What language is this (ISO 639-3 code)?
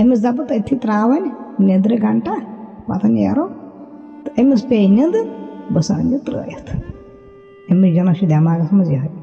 kas